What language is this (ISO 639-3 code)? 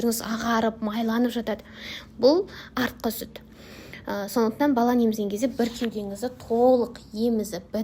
kaz